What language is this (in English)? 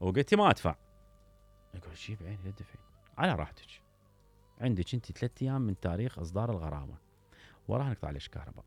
Mesopotamian Arabic